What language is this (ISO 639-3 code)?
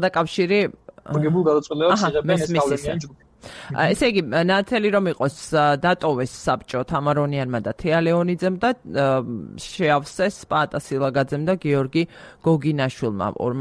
kat